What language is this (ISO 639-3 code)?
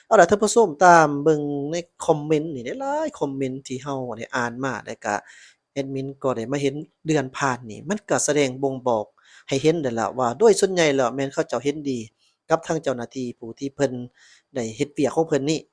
lao